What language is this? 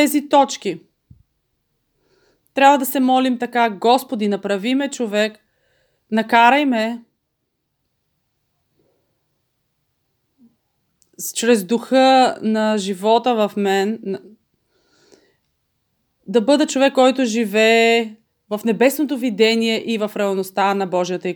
Bulgarian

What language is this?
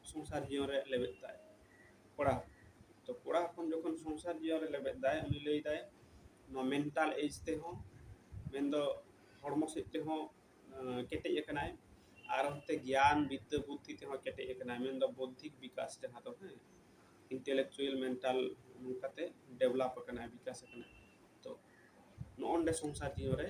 Santali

